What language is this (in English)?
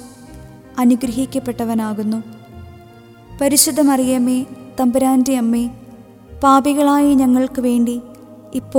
Malayalam